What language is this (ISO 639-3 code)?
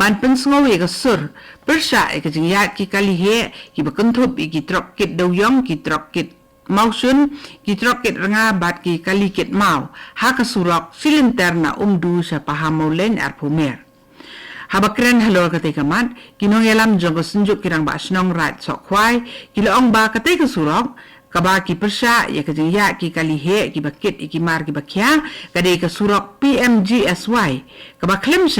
kha